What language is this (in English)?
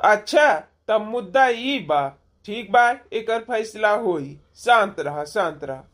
Bhojpuri